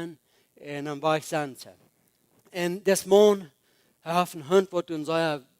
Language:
Plautdietsch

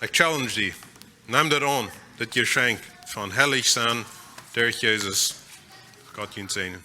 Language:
Plautdietsch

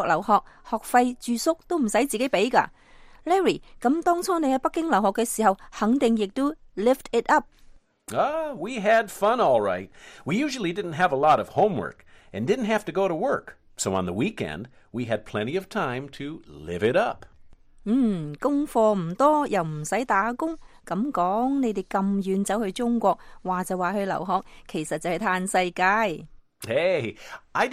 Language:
Cantonese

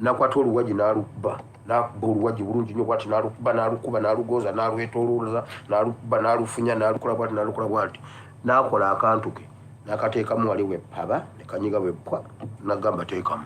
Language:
Ganda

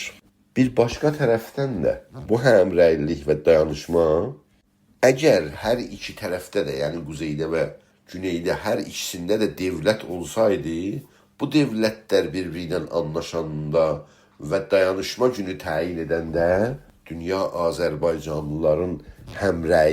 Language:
South Azerbaijani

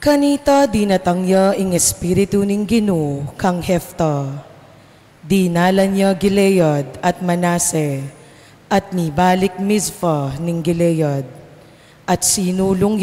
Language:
Pampanga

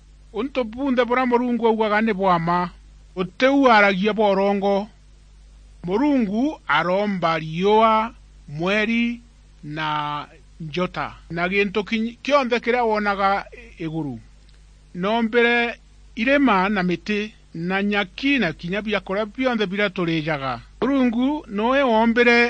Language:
Meru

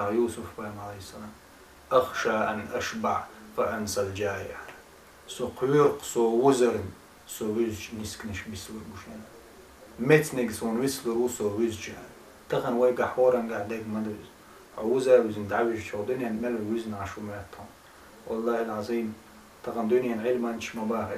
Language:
Chechen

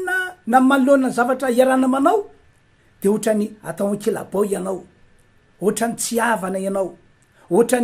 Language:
Malagasy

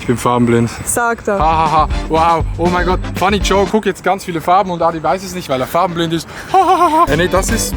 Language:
Swiss German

